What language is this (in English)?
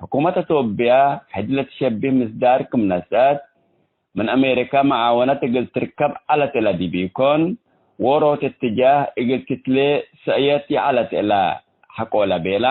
Tigre